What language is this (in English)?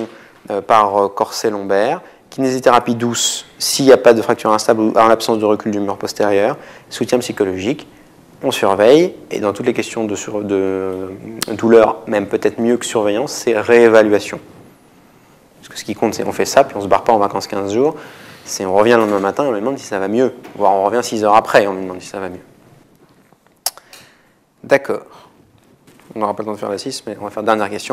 French